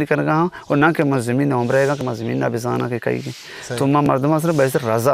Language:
Eastern Balochi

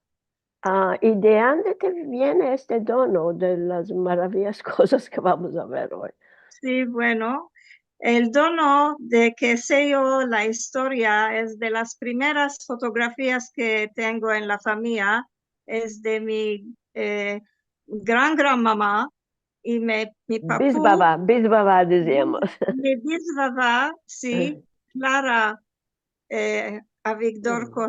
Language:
Ladino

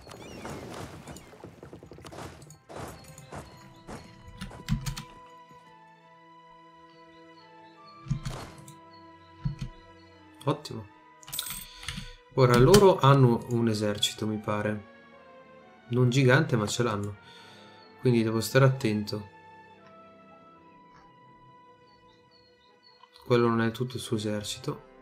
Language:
Italian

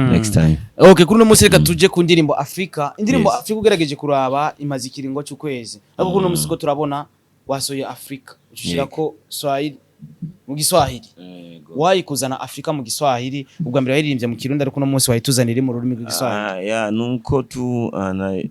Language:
Rundi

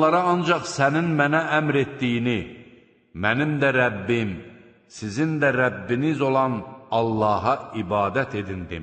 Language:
Azerbaijani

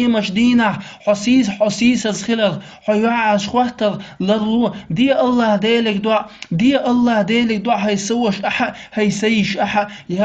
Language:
Chechen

